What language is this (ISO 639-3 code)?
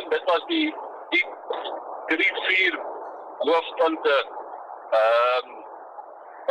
afr